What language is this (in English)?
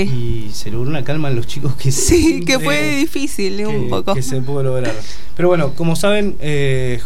Spanish